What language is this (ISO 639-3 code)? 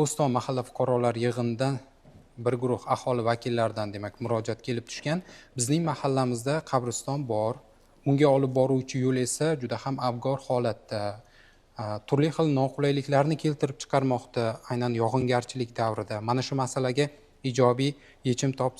uzb